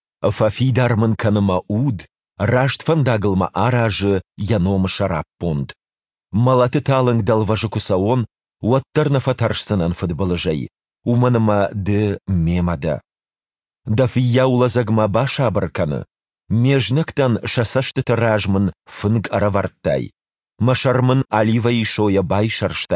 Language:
Ossetic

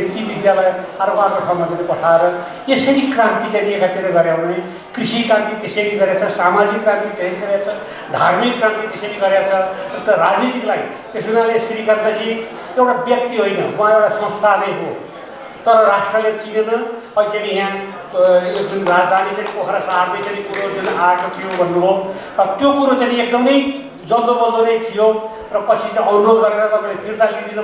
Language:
Nepali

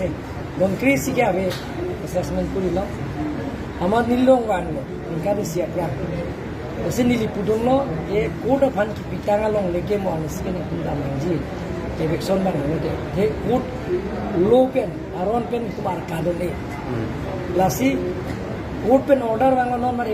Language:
Karbi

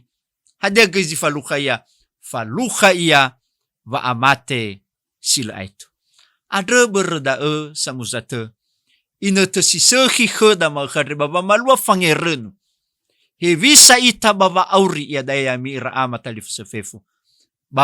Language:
Nias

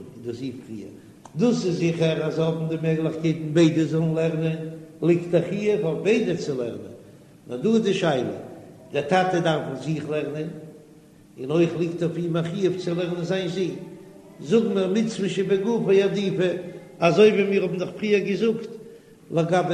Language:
Yiddish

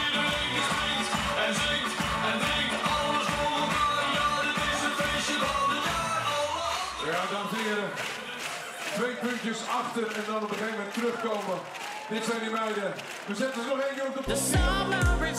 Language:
Dutch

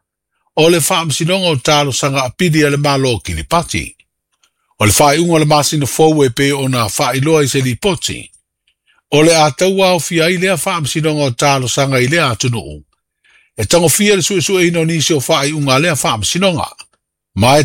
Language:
Samoan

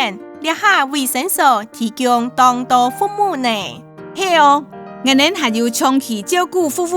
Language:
Hakka Chinese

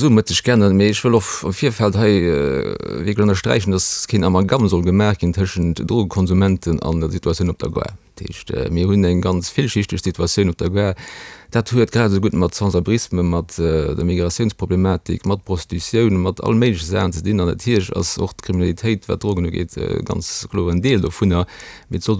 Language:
Luxembourgish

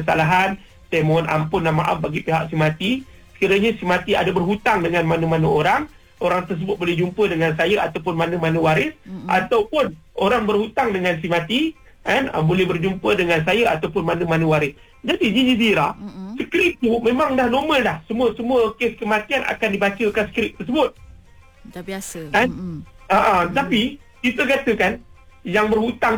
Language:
Malay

